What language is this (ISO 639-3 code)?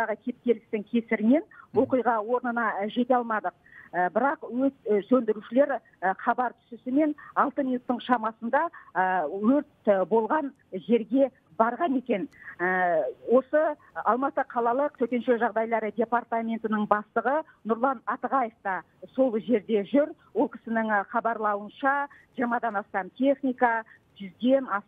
kaz